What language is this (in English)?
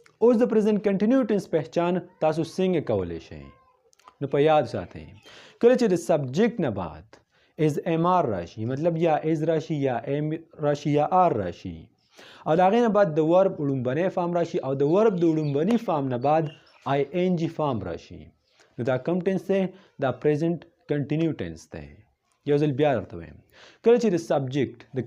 Pashto